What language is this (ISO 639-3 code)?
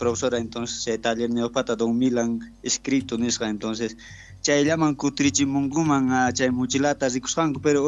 quh